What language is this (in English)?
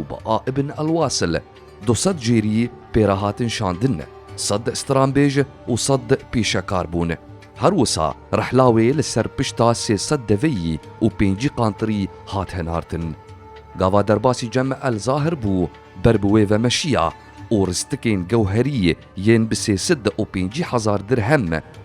Kurdish